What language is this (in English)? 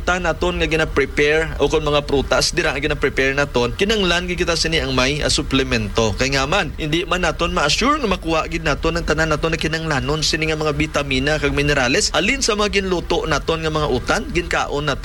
Hiligaynon